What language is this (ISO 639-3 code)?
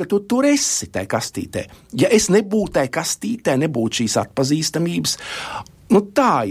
lav